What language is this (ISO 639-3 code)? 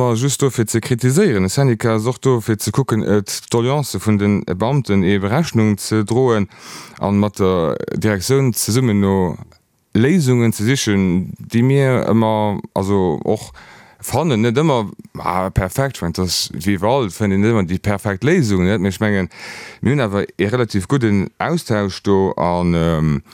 ltz